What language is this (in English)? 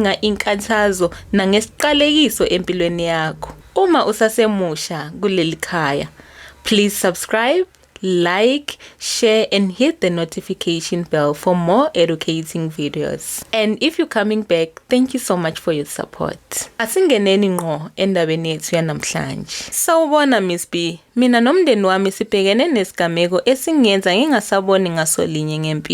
Zulu